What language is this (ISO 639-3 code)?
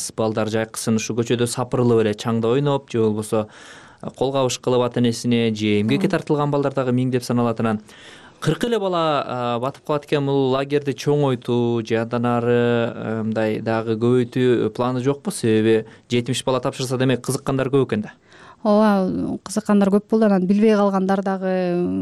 kir